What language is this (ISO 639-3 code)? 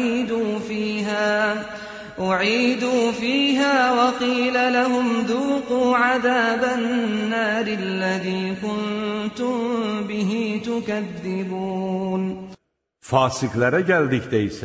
aze